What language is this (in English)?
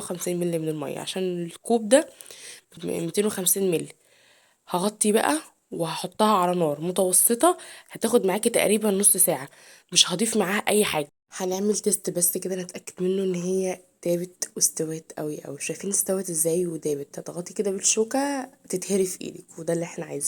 Egyptian Arabic